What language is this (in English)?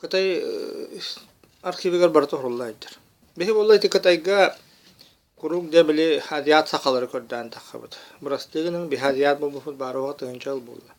Yakut